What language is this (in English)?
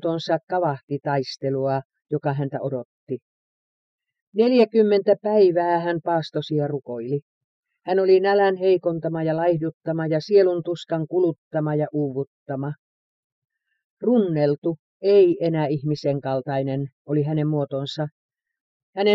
Finnish